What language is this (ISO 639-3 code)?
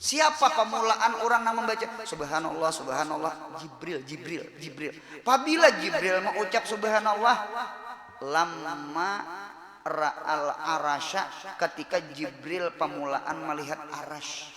bjn